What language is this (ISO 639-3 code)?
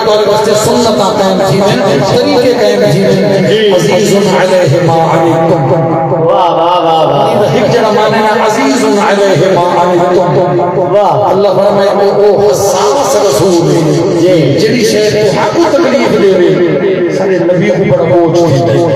skr